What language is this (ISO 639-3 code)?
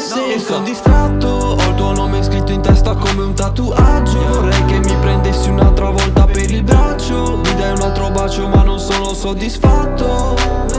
ita